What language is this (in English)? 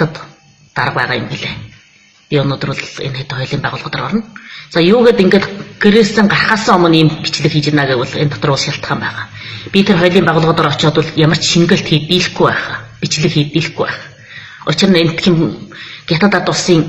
Mongolian